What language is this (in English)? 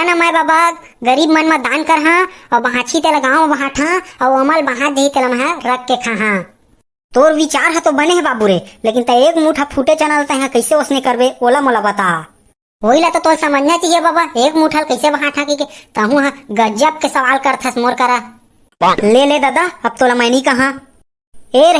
Chhattisgarhi